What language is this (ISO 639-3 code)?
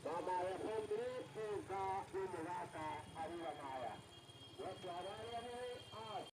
guz